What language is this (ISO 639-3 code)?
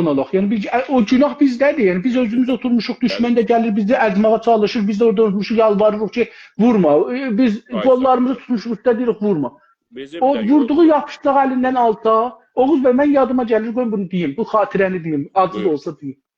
azb